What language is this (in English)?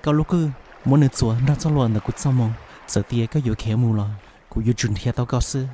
Hmong